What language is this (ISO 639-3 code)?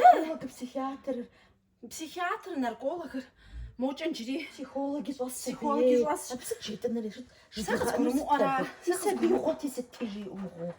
kbd